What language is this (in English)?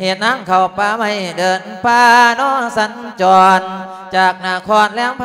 Lao